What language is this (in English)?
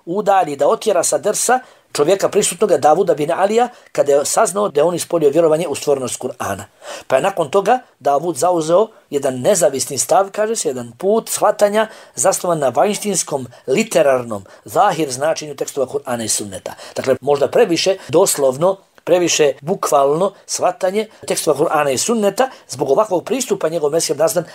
Bosnian